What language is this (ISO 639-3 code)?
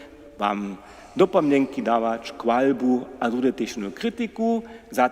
hsb